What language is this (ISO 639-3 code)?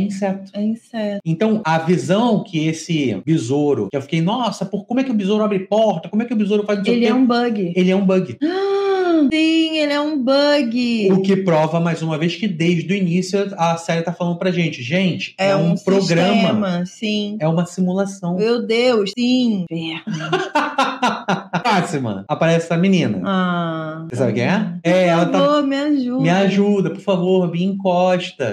por